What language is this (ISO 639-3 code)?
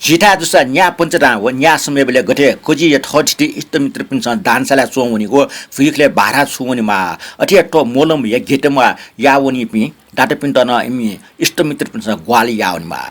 new